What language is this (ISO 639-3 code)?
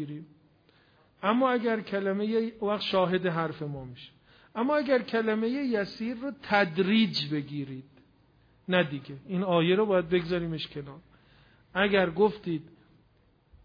fas